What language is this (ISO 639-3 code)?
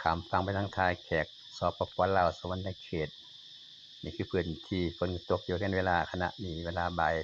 lao